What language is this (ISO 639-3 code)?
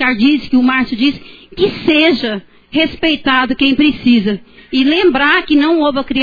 por